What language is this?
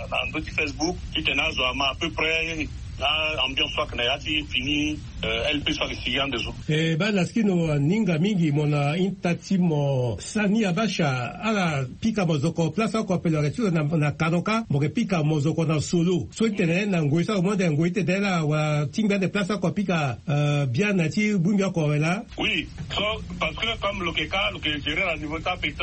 Sango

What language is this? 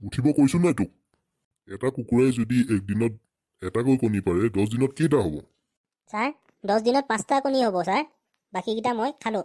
Assamese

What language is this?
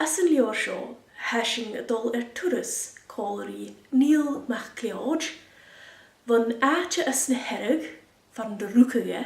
Scottish Gaelic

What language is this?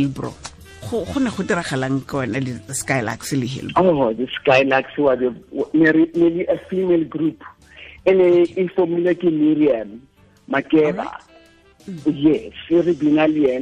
Tswana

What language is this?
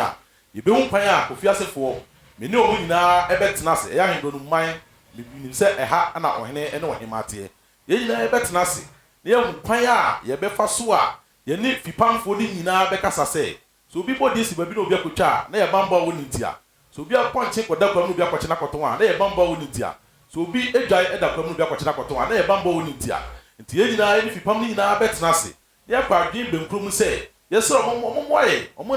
Akan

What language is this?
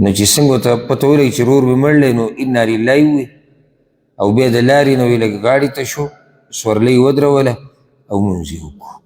Pashto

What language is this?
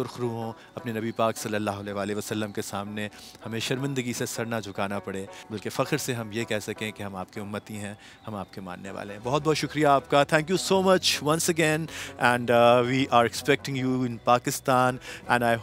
Urdu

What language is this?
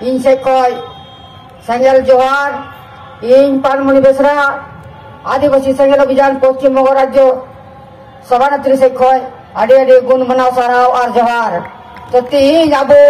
Santali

